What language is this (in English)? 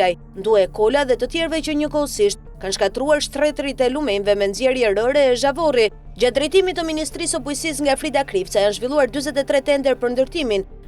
Albanian